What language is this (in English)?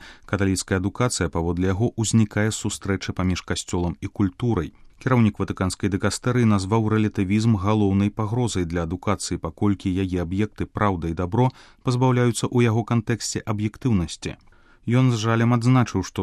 Belarusian